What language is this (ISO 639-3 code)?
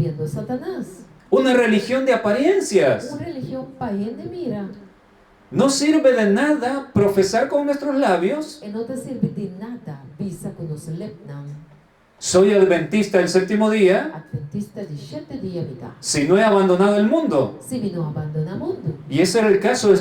pap